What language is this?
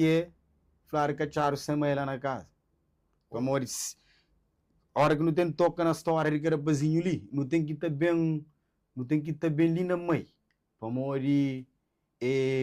Kabuverdianu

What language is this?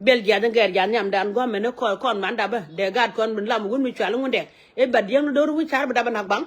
Nuer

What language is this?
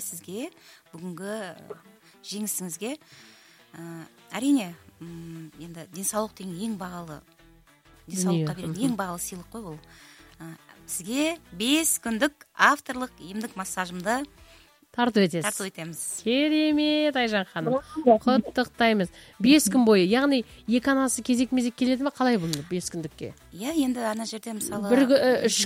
Kazakh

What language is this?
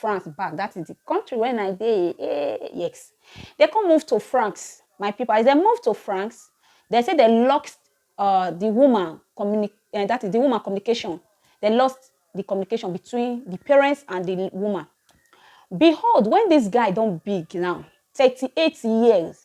Nigerian Pidgin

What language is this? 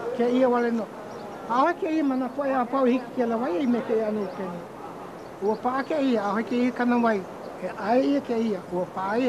Hawaiian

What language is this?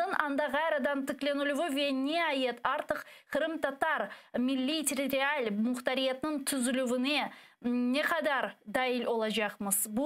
Crimean Tatar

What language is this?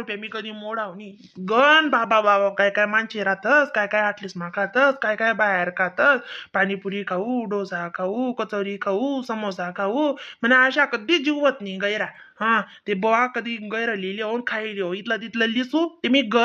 Khandesi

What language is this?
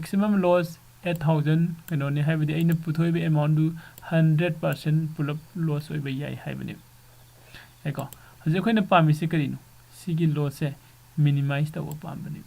Manipuri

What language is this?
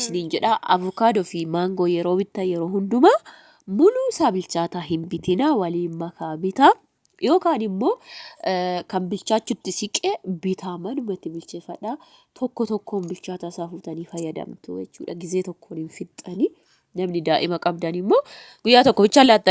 Oromo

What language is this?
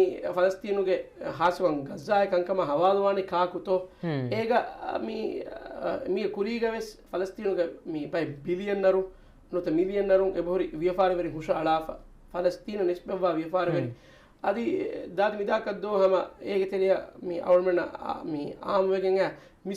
Divehi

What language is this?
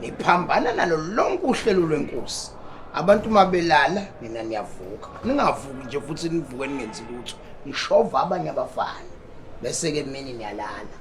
Zulu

